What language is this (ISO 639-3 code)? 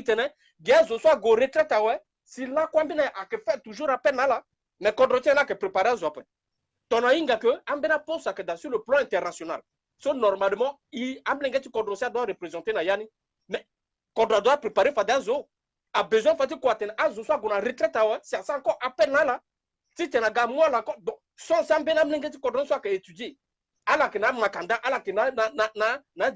sag